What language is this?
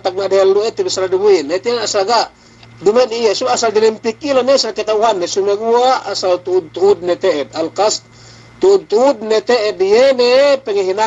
Yakan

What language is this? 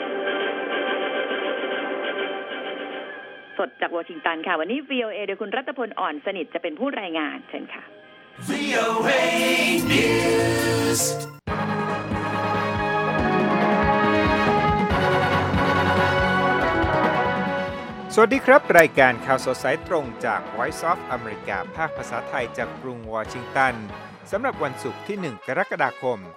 Thai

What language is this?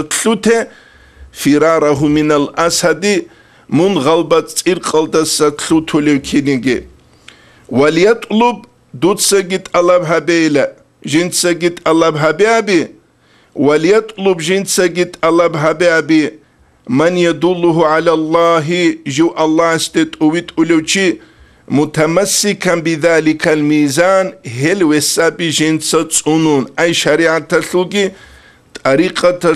Avaric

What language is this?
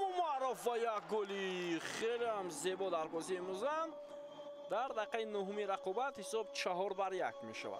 Tajik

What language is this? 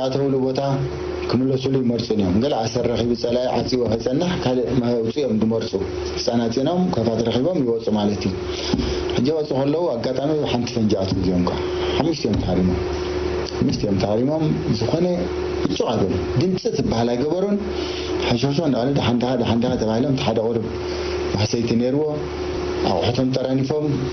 Tigrinya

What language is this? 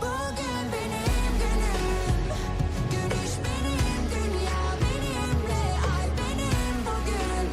Kara-Kalpak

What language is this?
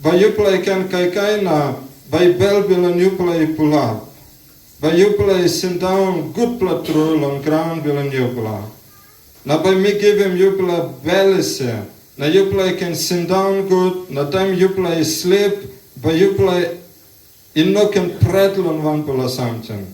Tok Pisin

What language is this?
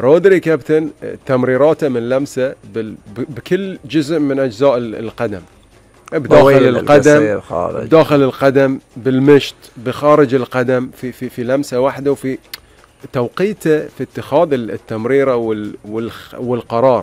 Gulf Arabic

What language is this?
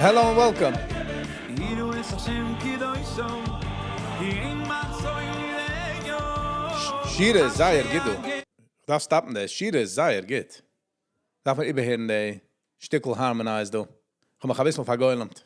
Yiddish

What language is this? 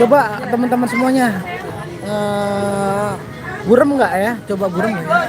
Betawi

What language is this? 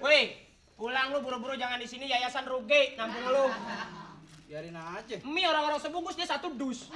Betawi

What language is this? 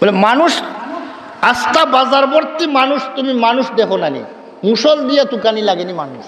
Sylheti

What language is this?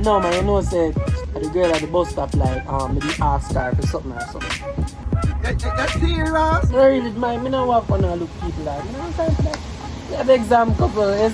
Jamaican Creole English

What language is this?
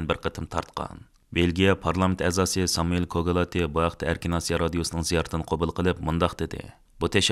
Uyghur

